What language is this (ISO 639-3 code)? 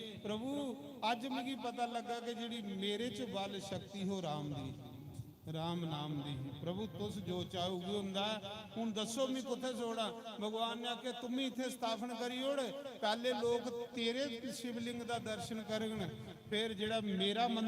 doi